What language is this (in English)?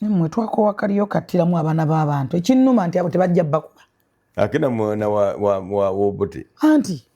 Ganda